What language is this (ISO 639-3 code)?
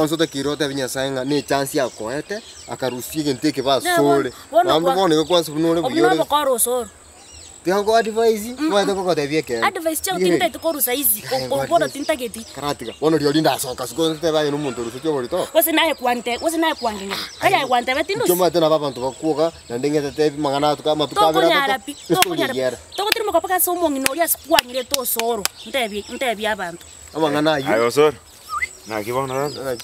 guz